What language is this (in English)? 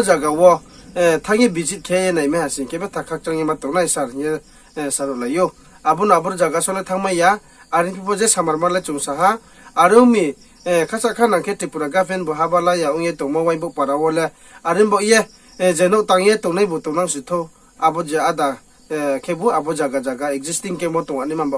Riang (India)